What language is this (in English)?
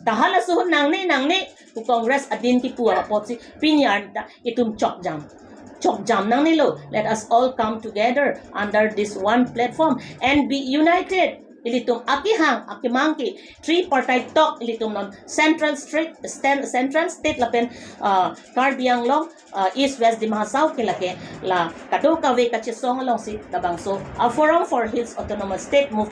Karbi